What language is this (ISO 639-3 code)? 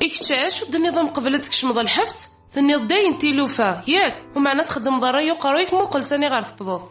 kab